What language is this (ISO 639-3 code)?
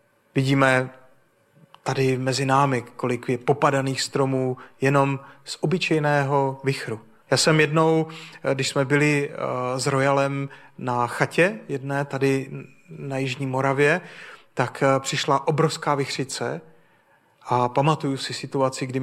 ces